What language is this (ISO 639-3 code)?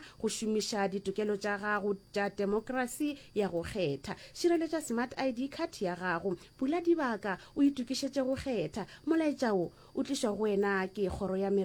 nso